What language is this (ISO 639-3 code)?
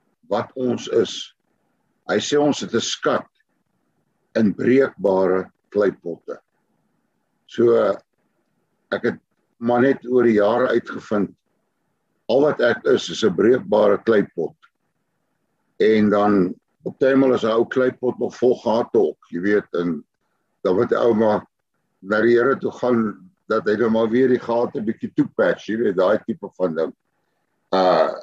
afr